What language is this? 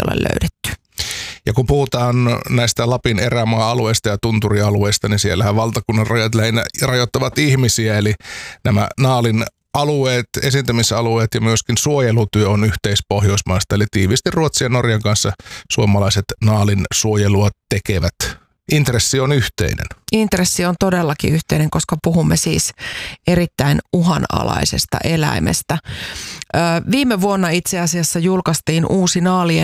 Finnish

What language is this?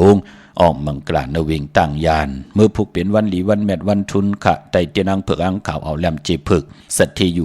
Shan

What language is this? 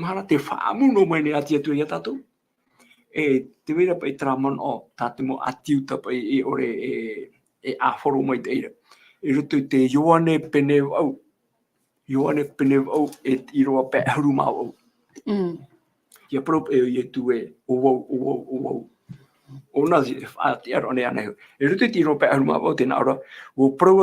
Tahitian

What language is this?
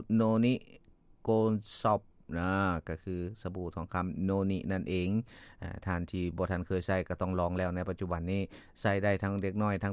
Lao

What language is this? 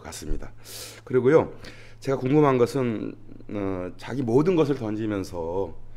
Korean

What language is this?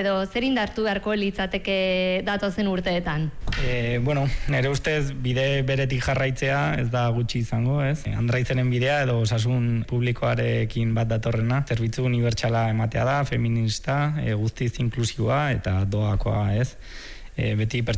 Basque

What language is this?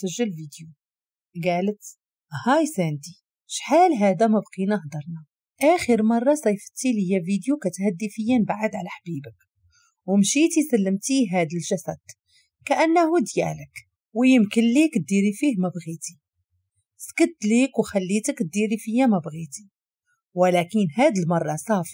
Moroccan Arabic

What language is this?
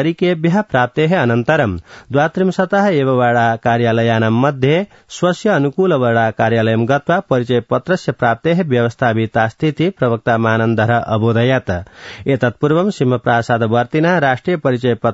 Sanskrit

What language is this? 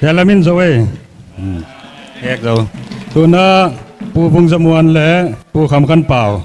Paite Chin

